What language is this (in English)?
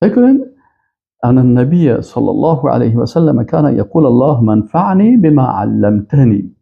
Persian